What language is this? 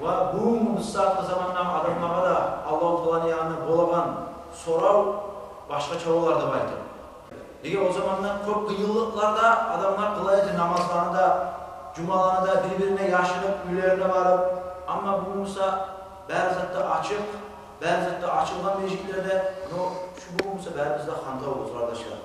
Kumyk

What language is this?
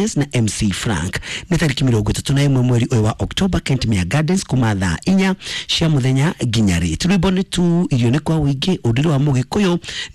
Kikuyu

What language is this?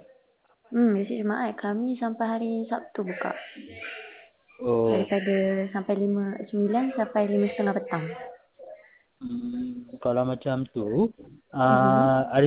Malay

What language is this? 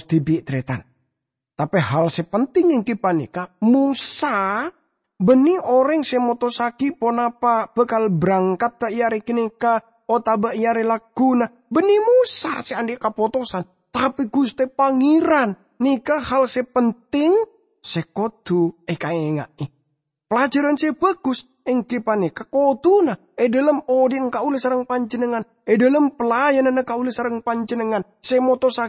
Madurese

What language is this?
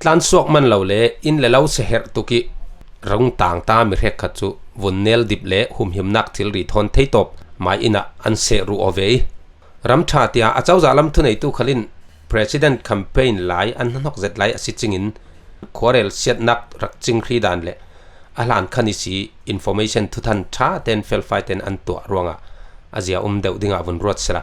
Falam Chin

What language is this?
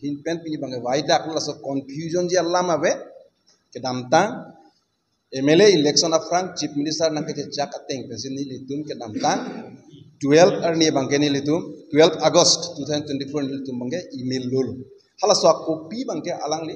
Karbi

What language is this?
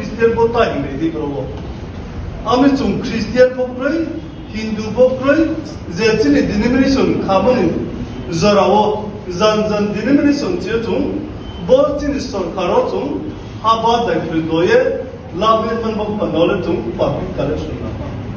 Riang (India)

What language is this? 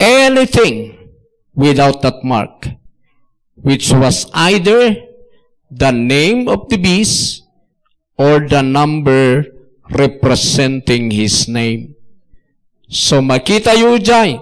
Iloko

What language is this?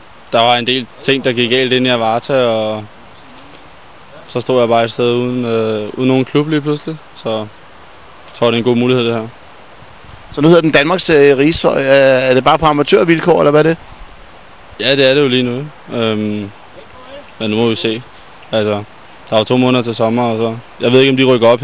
Danish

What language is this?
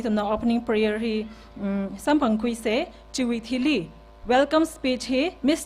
Tangkhul Naga (India)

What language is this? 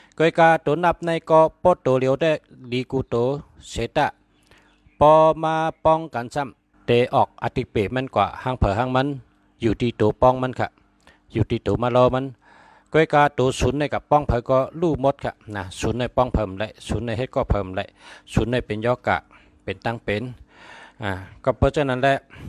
Shan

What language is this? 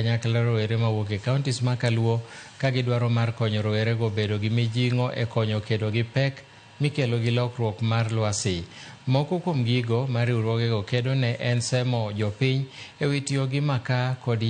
Luo (Kenya and Tanzania)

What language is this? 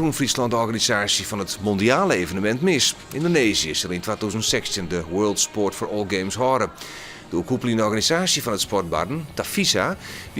Western Frisian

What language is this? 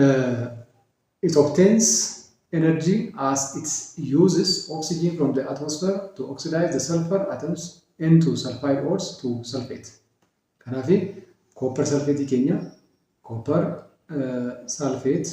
Oromo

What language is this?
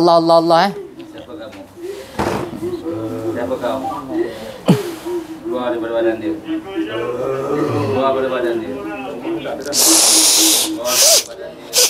Malay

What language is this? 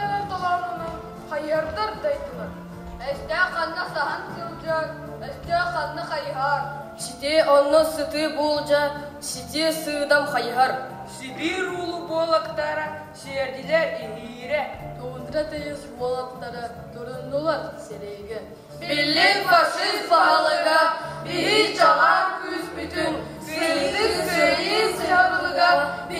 Yakut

